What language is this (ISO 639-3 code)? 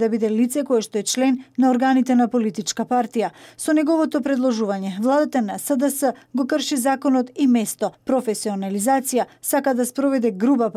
mkd